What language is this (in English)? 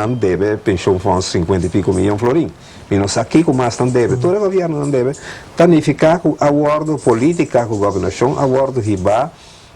Papiamento